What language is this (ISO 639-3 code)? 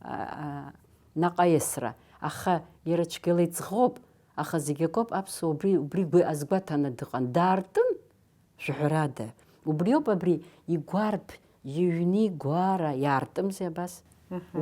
abk